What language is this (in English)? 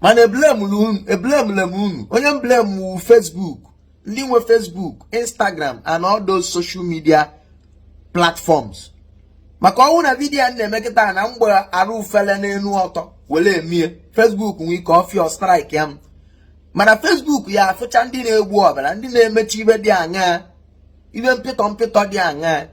Igbo